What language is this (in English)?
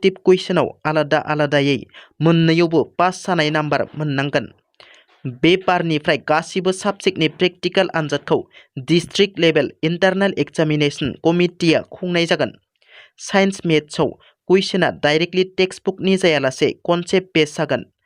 Bodo